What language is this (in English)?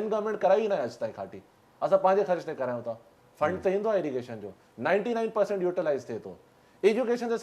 Sindhi